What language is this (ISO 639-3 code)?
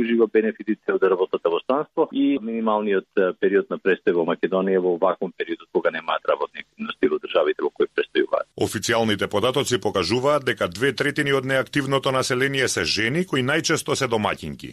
mkd